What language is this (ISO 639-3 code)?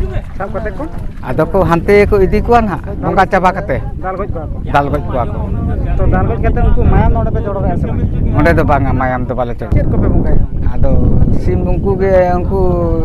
sat